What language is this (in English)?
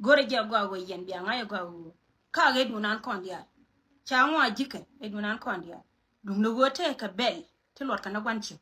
Nuer